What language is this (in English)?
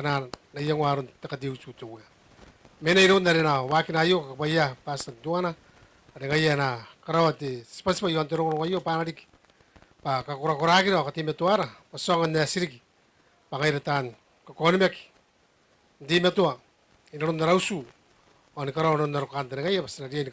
Gilbertese